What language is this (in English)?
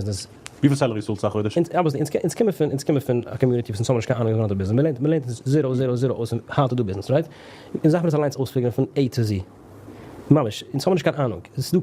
Yiddish